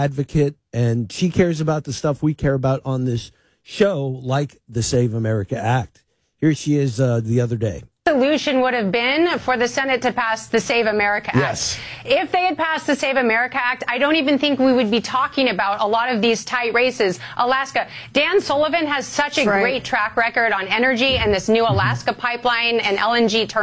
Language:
English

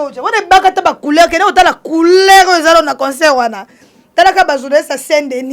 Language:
Lingala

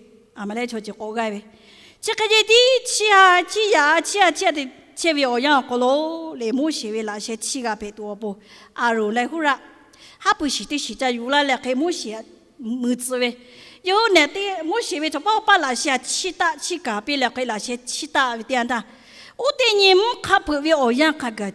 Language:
Lahu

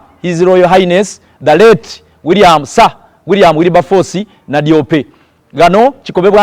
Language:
Soga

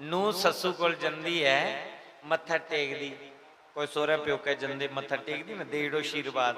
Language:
Dogri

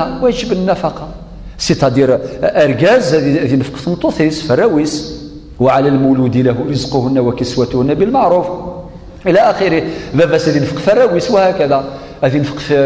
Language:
Kabyle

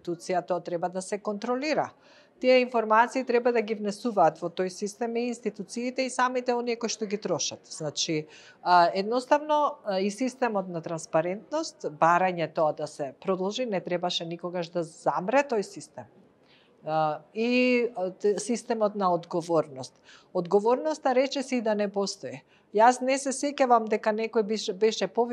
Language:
Macedonian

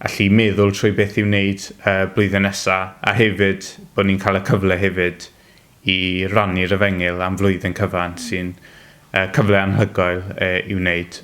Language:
Welsh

